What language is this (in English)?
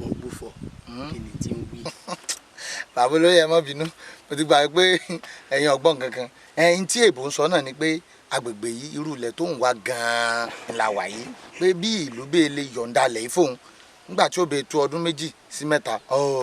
Yoruba